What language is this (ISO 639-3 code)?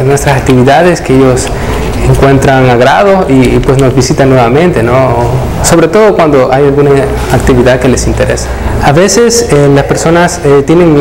spa